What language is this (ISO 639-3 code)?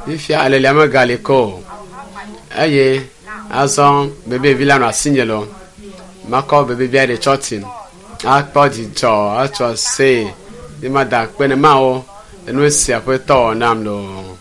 ewe